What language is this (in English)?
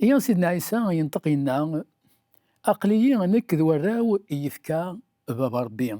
Kabyle